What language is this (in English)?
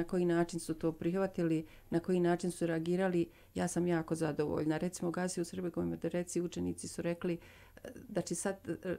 Bosnian